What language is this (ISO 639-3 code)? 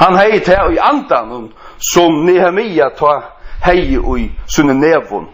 fao